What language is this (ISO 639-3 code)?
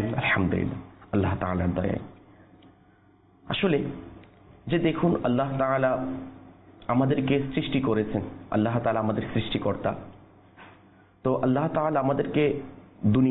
ben